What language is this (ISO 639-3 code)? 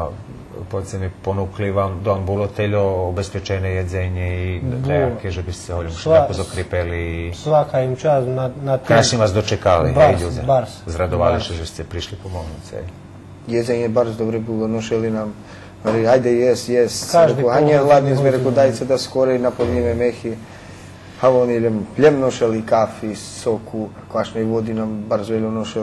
rue